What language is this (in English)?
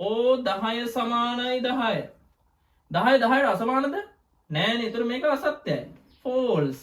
Sinhala